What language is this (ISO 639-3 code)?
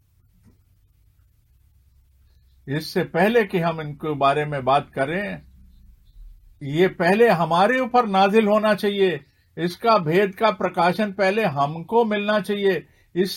hin